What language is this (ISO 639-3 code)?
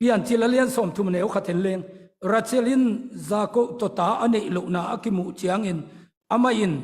ctd